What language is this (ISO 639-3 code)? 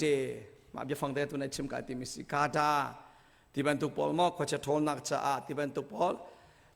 cnh